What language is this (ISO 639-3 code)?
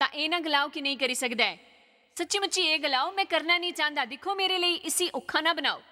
doi